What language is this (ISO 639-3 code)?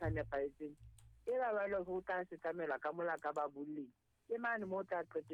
sot